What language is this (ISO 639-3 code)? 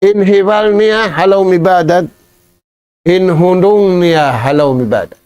tsg